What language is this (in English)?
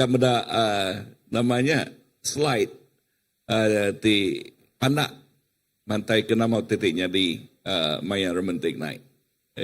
Iban